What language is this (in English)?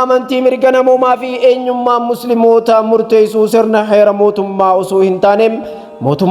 Oromo